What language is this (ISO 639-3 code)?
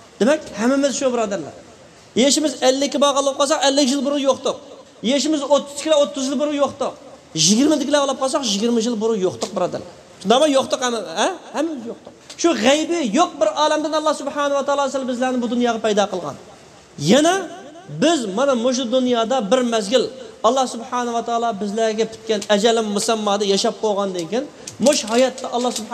uig